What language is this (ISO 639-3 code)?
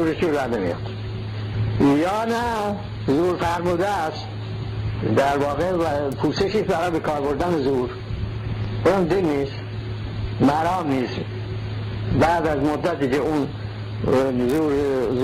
fas